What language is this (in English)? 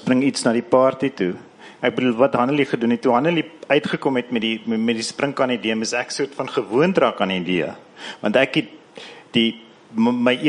Afrikaans